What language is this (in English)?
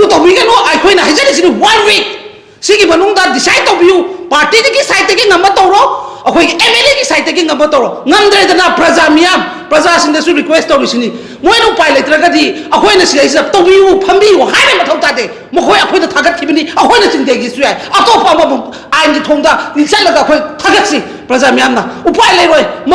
Manipuri